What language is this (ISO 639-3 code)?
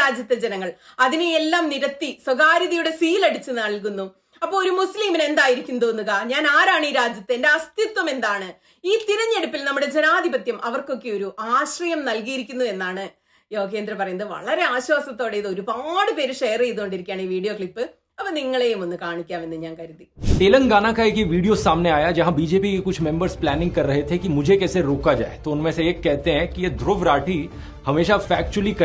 mal